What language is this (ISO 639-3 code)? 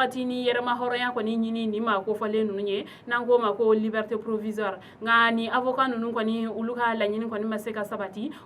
bam